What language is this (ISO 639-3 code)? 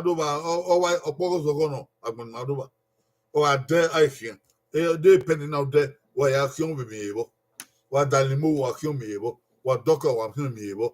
bin